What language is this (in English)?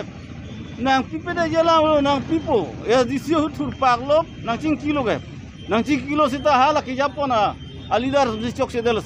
Karbi